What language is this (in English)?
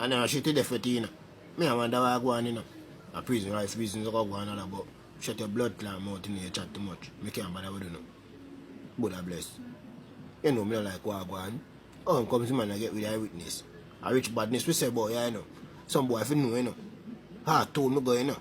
Jamaican Creole English